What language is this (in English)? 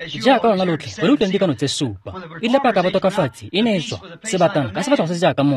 Tswana